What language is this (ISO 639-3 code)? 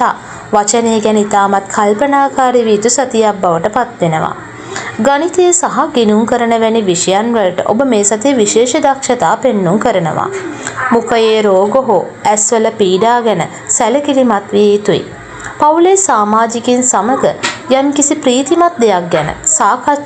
sin